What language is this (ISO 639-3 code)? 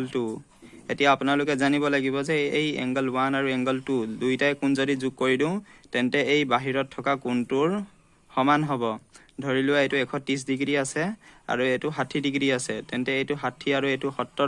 asm